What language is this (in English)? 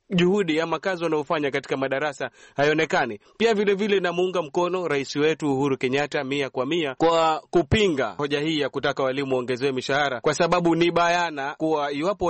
Swahili